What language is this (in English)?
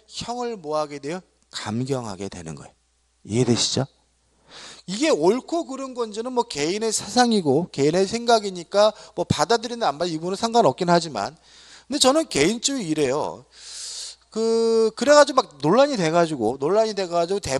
Korean